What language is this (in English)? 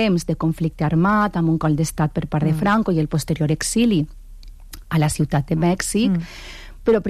Catalan